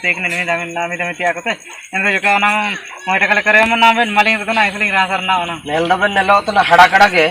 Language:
Ho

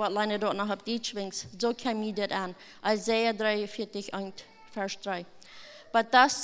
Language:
Plautdietsch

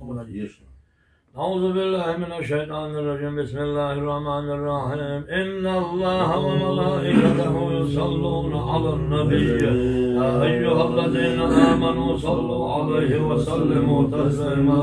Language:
Chechen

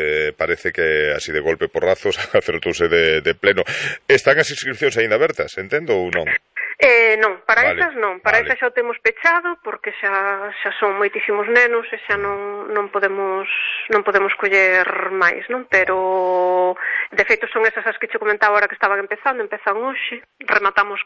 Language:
Galician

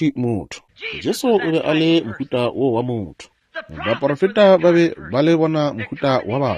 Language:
Northern Sotho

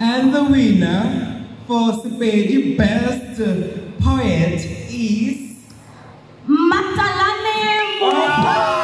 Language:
Northern Sotho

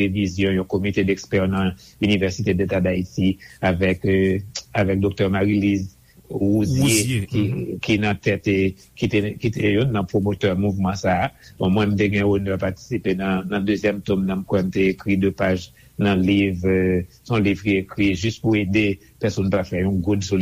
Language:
Haitian Creole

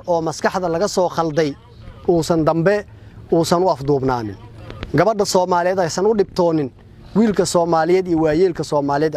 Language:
Somali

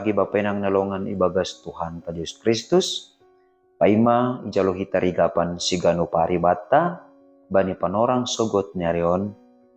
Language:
Batak Simalungun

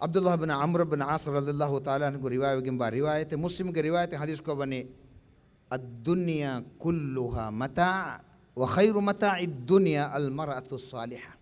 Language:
Divehi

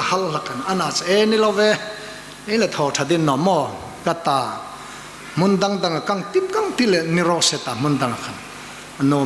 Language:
Hmar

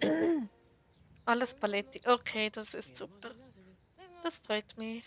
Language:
Swiss German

